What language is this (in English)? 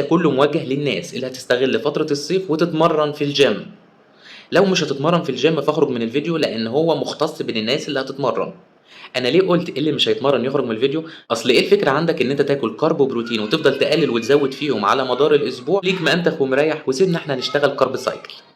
Egyptian Arabic